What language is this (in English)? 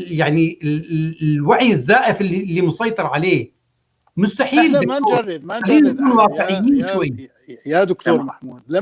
North Levantine Arabic